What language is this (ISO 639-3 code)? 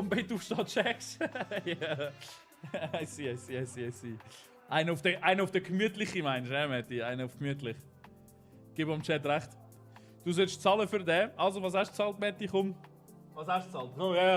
gsw